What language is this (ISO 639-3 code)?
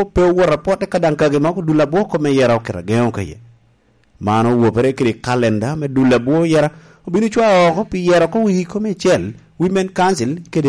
laj